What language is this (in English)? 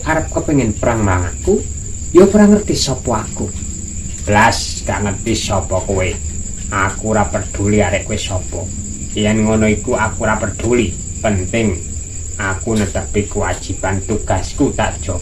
Javanese